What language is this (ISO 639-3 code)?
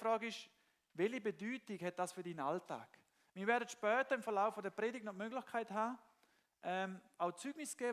gsw